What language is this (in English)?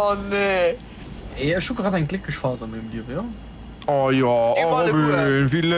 Luxembourgish